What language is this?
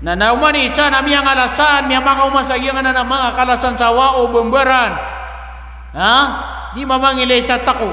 Maranao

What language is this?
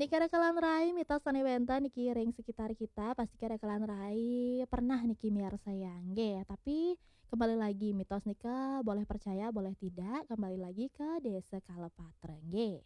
Balinese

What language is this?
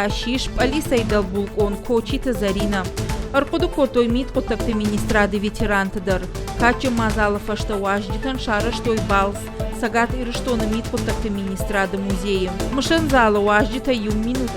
Ossetic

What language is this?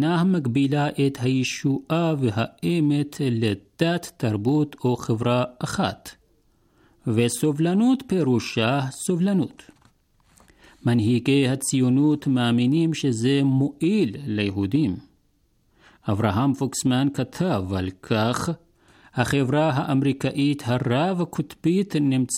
Hebrew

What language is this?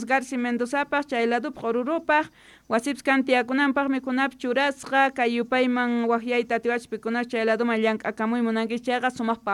South Bolivian Quechua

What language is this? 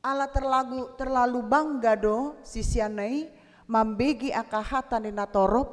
Batak Toba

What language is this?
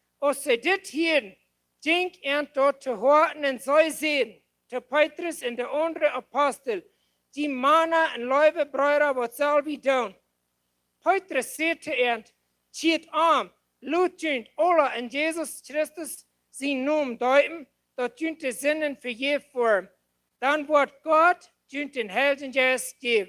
Plautdietsch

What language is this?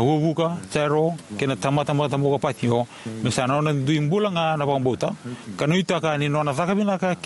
Fijian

